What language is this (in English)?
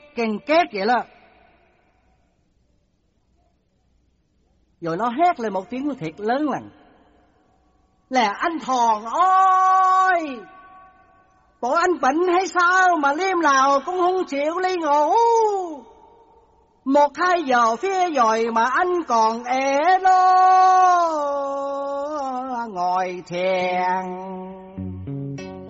Vietnamese